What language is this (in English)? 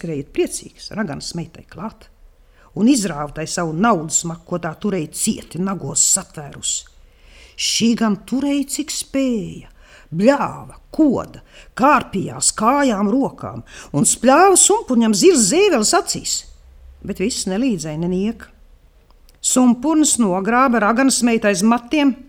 Latvian